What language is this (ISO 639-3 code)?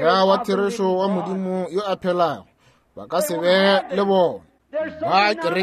nso